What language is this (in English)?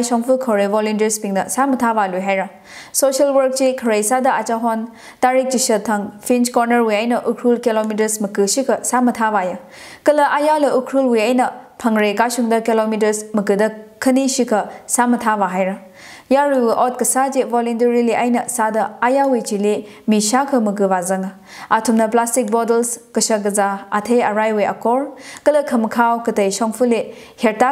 Tangkhul Naga (India)